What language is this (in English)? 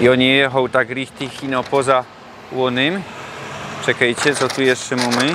Silesian